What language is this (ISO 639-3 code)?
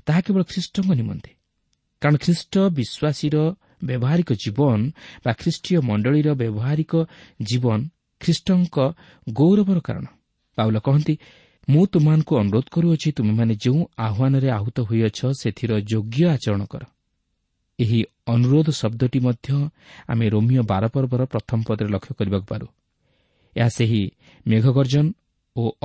ori